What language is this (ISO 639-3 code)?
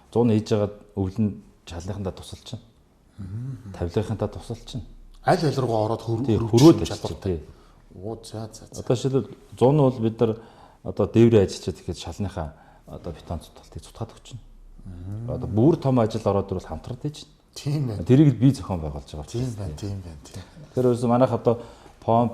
mon